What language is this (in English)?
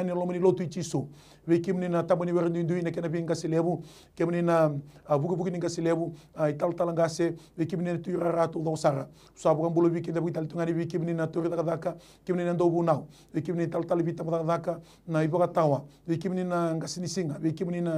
Fijian